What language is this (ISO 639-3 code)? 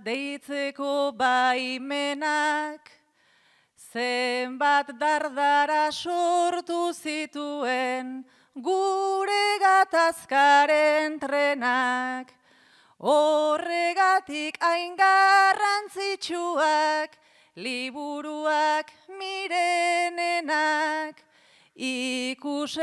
eus